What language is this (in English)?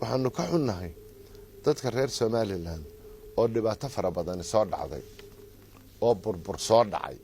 Somali